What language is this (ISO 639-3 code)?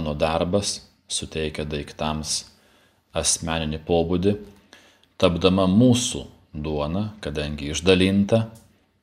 lit